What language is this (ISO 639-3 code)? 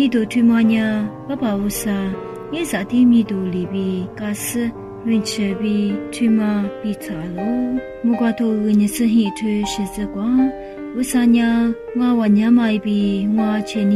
lis